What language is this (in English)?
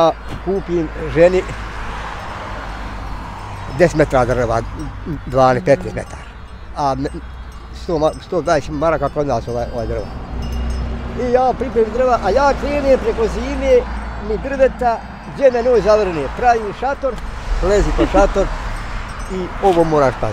Bosnian